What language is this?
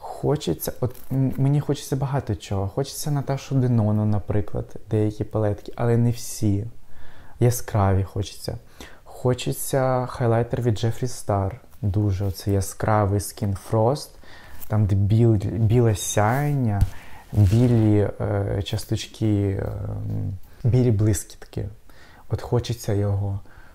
Ukrainian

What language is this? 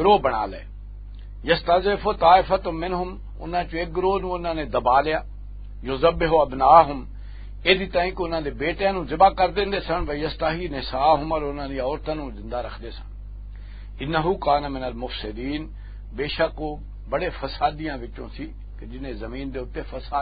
Western Panjabi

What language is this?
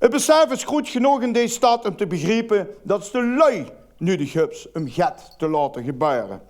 Limburgish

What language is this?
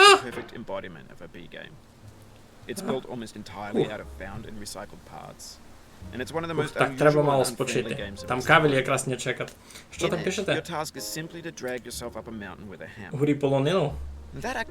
Rusyn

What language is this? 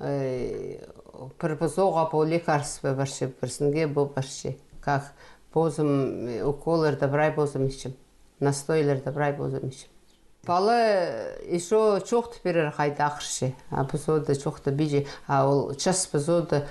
Khakas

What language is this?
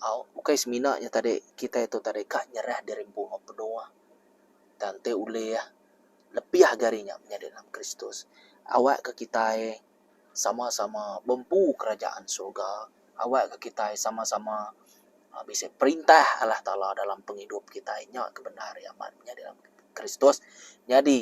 Iban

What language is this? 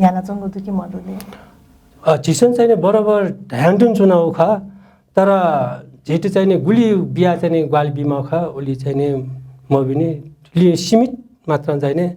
Newari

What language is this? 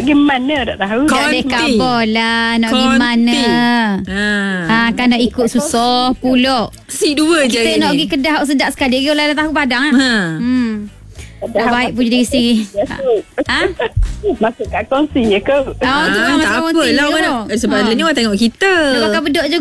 Malay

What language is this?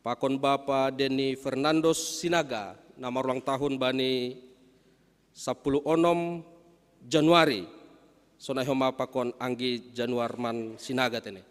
Batak Simalungun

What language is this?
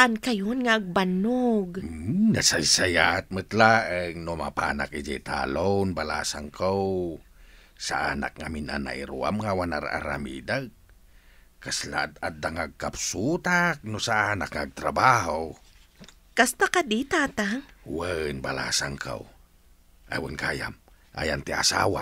Iloko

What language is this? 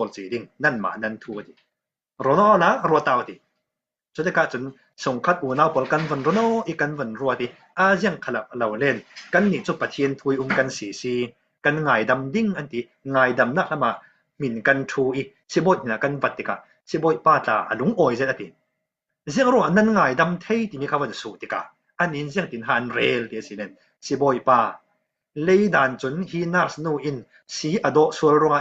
Falam Chin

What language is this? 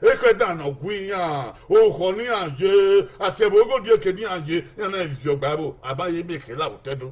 Bini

